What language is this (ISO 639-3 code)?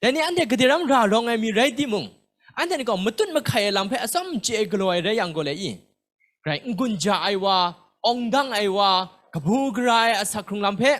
kac